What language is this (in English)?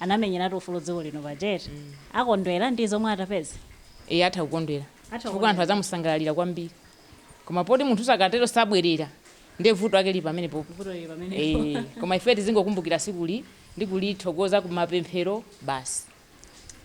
Nyanja